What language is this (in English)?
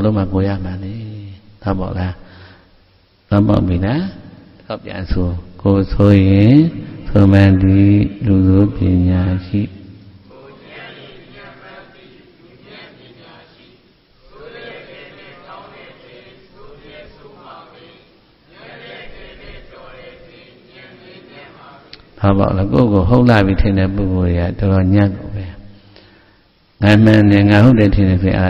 Burmese